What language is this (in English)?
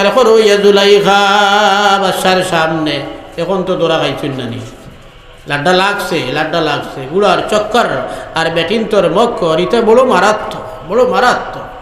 Sylheti